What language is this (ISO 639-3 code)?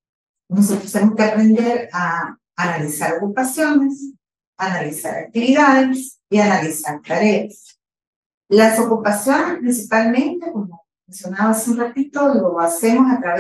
spa